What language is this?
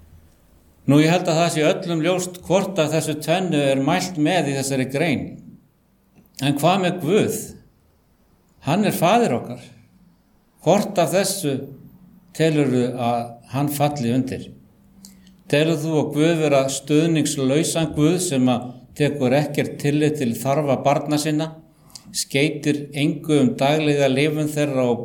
Icelandic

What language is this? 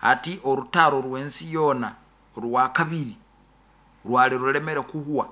Nyoro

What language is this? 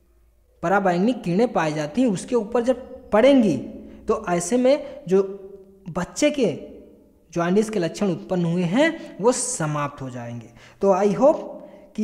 Hindi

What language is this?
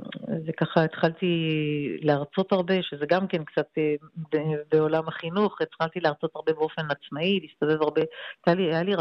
Hebrew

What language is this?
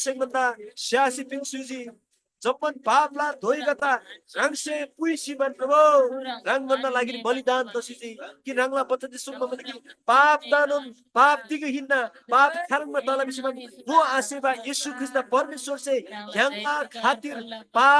Eastern Tamang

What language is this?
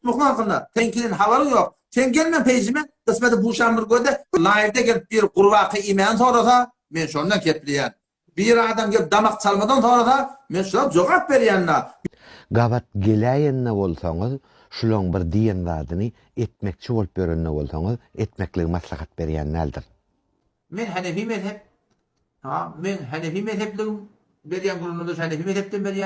Turkmen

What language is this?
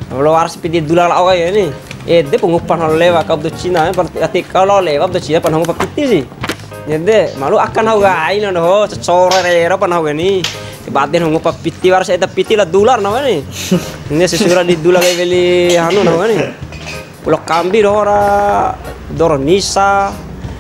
Bima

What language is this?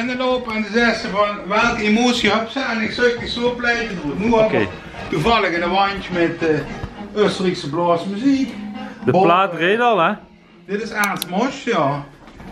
Limburgish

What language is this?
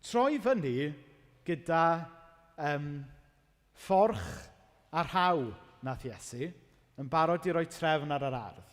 Welsh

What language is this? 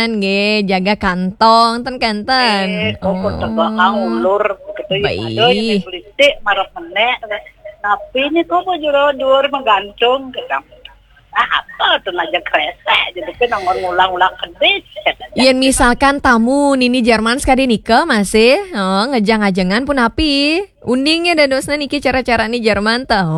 Balinese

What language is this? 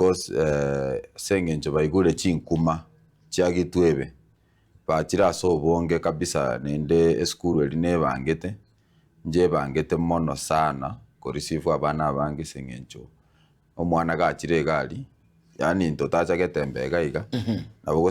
Gusii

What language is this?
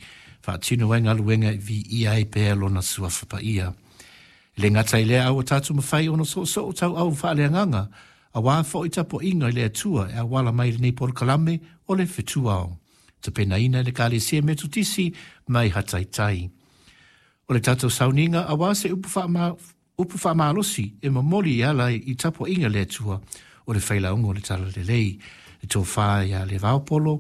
Samoan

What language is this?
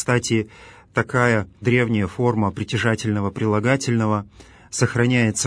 Russian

